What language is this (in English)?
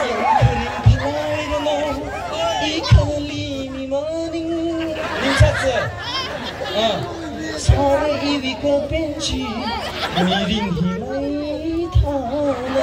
Tangkhul Naga (India)